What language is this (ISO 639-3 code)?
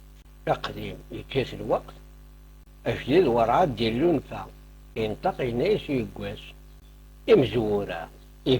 kab